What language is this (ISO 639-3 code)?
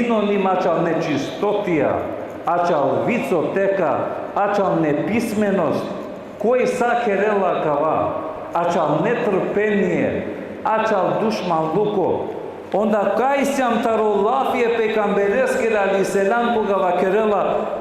rmn